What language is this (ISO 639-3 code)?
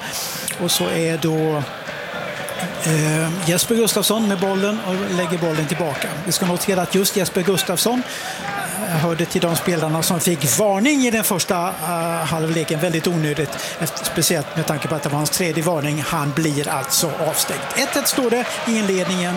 swe